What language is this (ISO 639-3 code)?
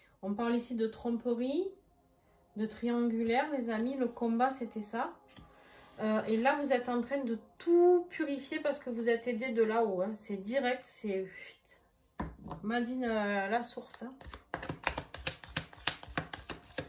fra